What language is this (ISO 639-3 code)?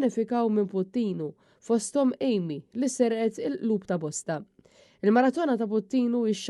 mlt